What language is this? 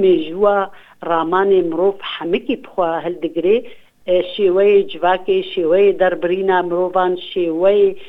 Kurdish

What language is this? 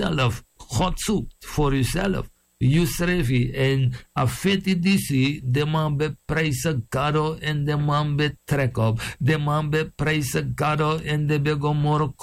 Sranan Tongo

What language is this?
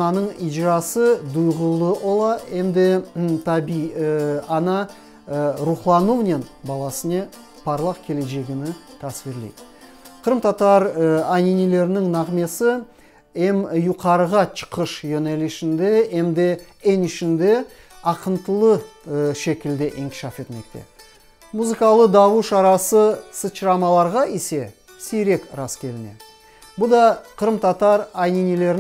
Crimean Tatar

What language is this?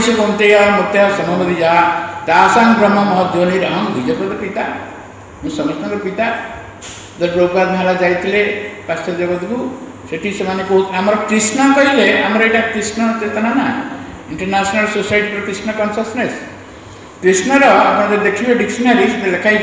Odia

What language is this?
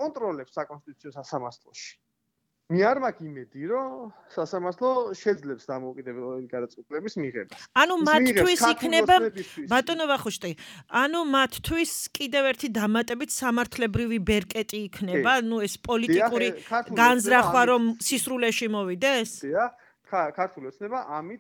Georgian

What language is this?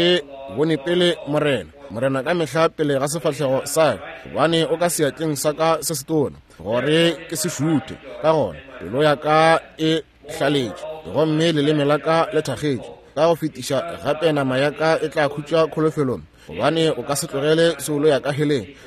Northern Sotho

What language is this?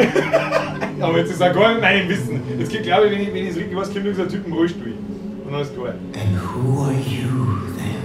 Bavarian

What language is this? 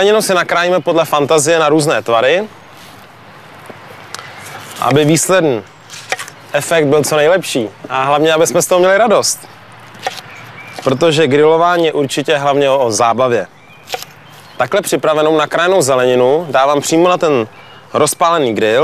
Czech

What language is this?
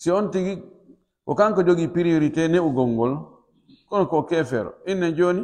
Pular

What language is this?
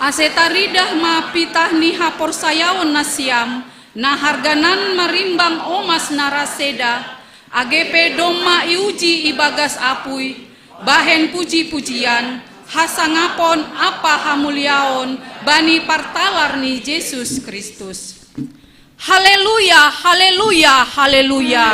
Batak Simalungun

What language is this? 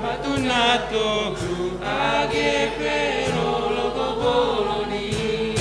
Batak Simalungun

